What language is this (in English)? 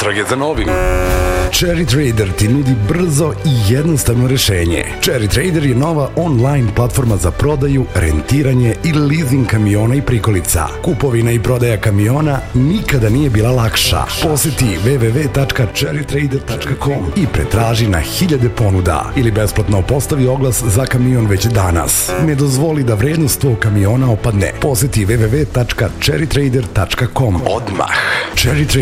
Serbian